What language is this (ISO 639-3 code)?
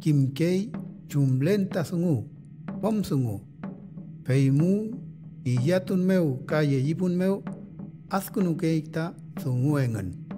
arn